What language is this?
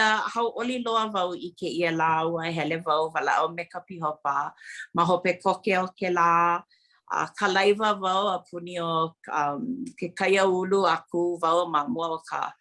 Hawaiian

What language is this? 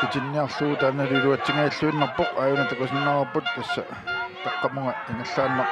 Kalaallisut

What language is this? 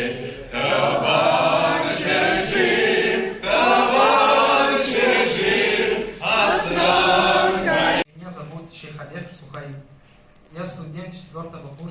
Chuvash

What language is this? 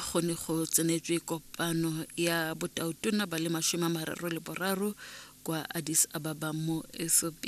Tswana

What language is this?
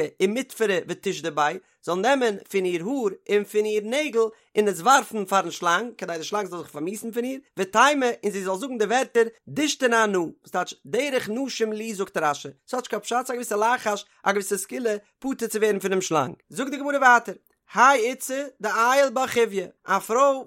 Yiddish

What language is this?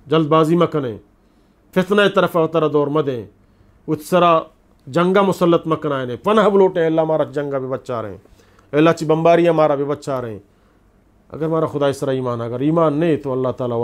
Eastern Balochi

